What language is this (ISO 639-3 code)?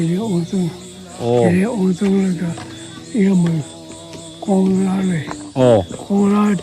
nmf